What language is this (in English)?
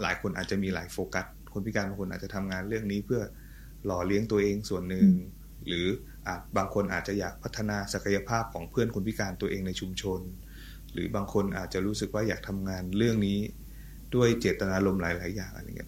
Thai